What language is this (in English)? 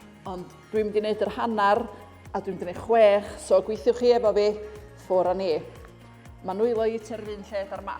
Welsh